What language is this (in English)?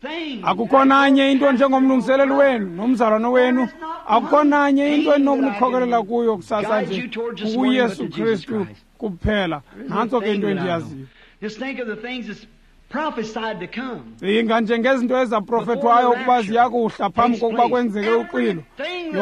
Xhosa